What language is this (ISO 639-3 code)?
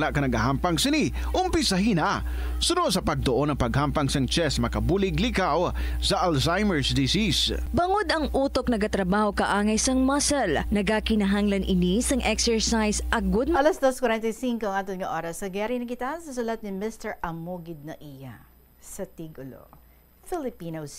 hil